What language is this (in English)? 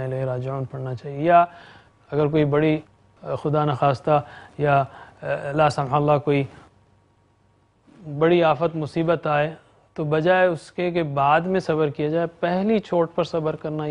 Urdu